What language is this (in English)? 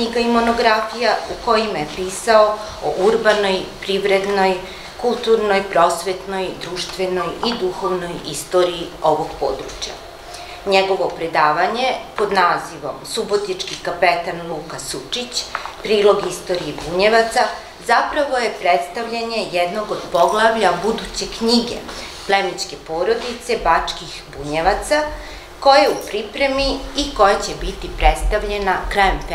Serbian